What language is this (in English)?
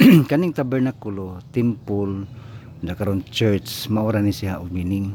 Cebuano